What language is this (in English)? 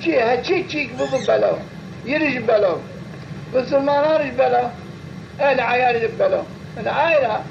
Zaza